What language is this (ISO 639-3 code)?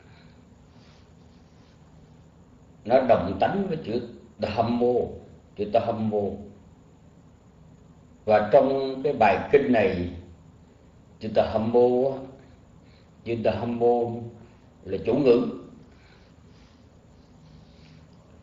vie